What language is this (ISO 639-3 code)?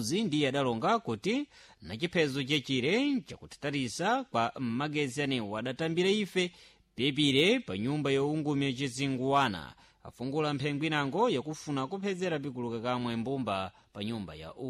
seh